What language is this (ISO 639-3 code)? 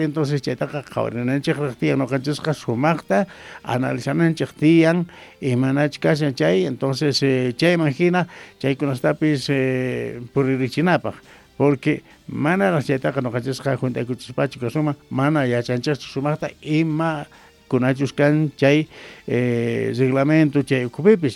que